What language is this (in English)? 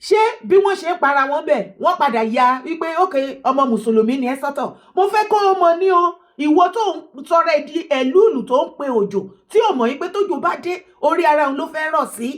Yoruba